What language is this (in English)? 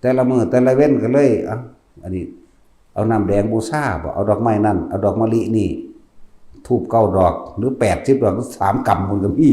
Northeastern Thai